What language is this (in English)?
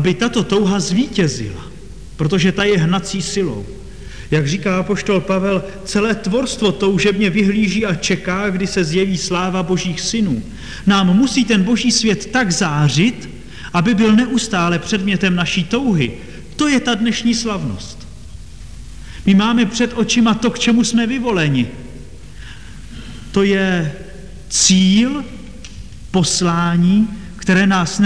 Czech